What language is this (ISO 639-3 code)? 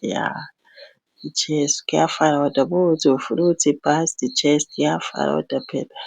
zul